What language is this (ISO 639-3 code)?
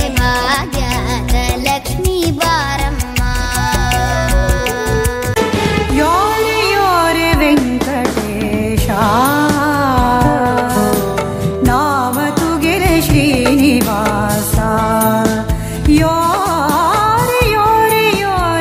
kan